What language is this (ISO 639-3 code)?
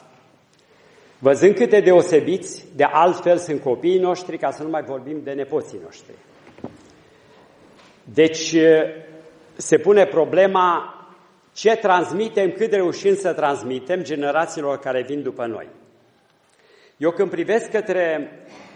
ron